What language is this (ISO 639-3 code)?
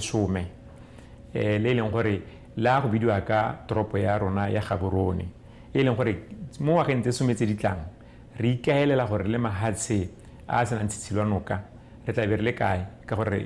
tsn